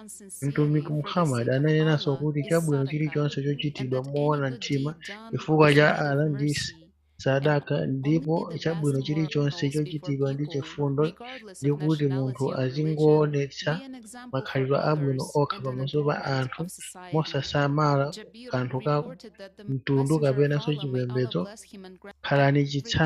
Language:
Nyanja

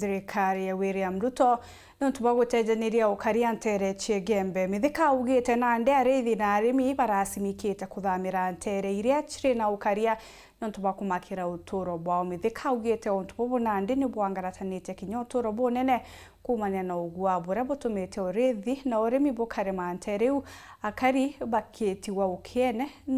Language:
Meru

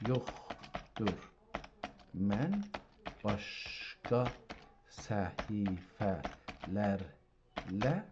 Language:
South Azerbaijani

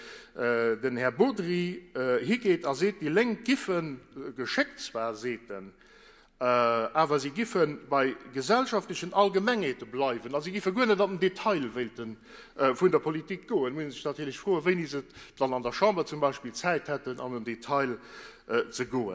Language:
Luxembourgish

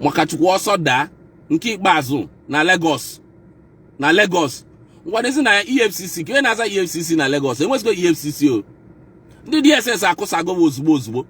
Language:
Igbo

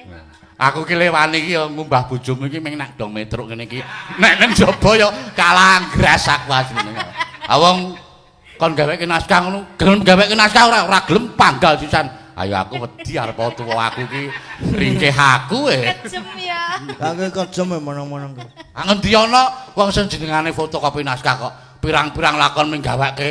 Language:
Javanese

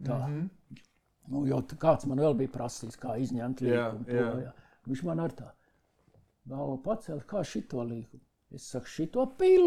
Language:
Latvian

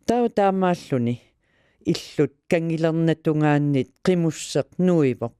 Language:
Kalaallisut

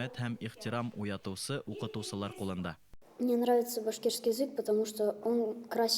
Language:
Bashkir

